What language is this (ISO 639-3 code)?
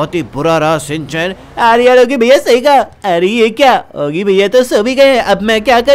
hin